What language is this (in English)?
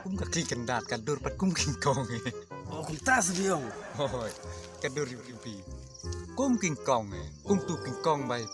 Khasi